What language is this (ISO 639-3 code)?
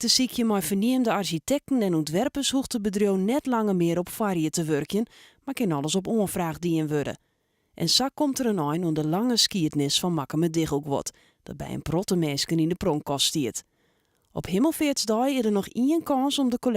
fry